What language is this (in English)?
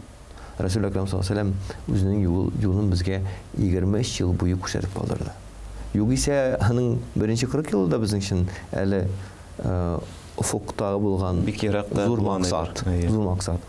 Tatar